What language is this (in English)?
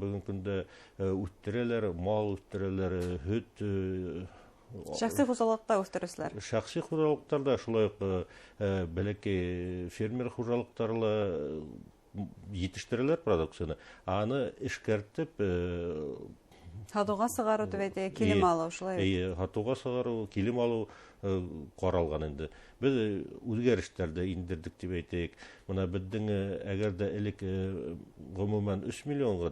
Bashkir